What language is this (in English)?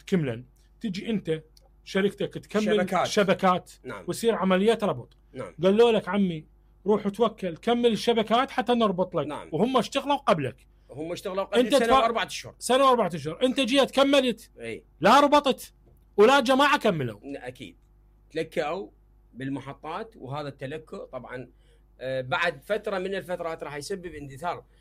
Mesopotamian Arabic